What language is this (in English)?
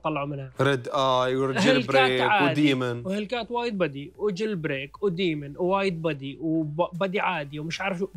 Mesopotamian Arabic